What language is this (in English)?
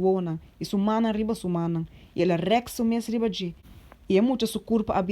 Papiamento